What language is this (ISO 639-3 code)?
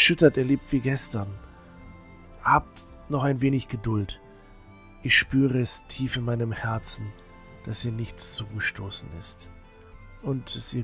deu